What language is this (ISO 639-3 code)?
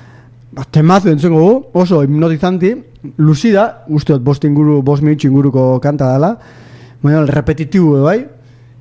eus